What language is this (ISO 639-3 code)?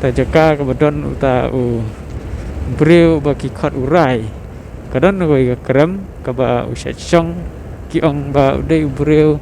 kha